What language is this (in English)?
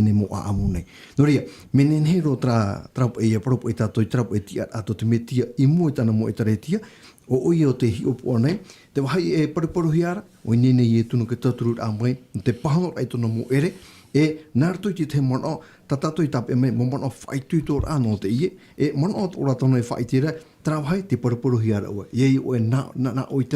Tahitian